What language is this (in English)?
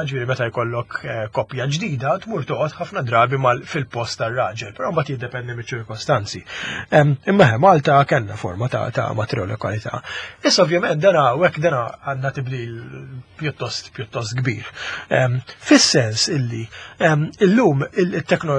Maltese